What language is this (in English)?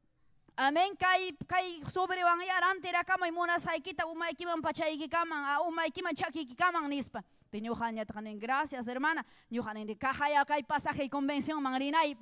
Ayacucho Quechua